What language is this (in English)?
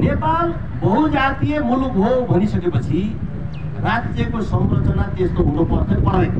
Nepali